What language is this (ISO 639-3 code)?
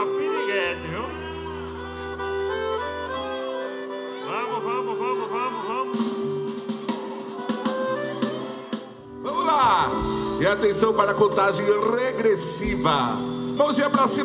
por